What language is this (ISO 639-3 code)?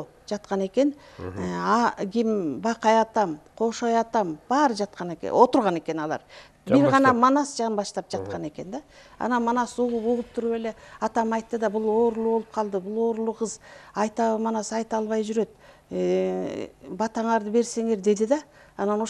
kir